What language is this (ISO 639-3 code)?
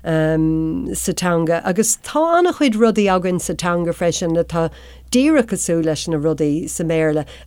gle